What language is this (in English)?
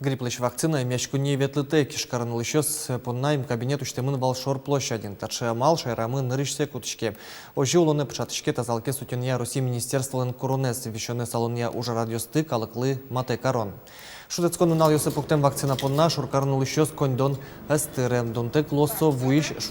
Udmurt